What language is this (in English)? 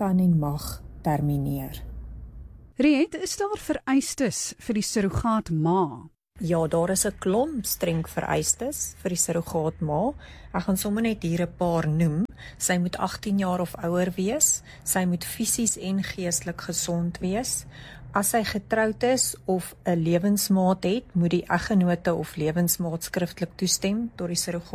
Afrikaans